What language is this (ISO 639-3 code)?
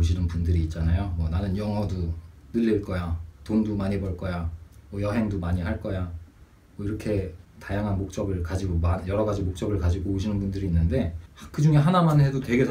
kor